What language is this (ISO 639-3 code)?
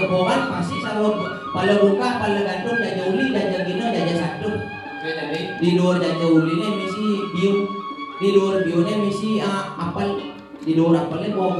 ban